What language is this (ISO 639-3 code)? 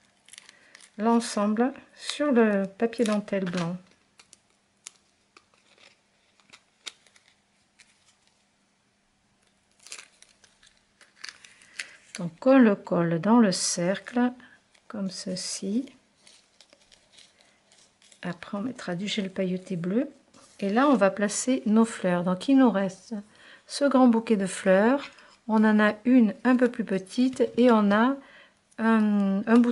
fra